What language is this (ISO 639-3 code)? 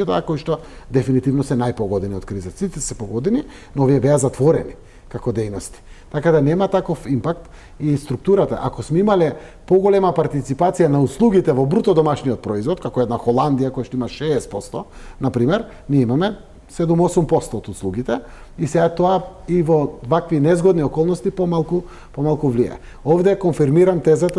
mkd